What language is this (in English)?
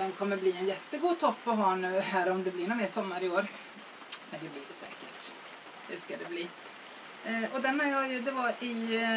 Swedish